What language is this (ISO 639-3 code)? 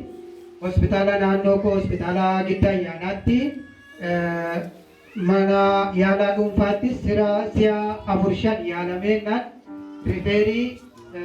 orm